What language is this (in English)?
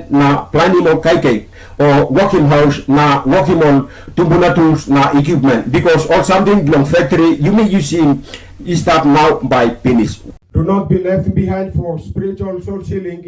Tok Pisin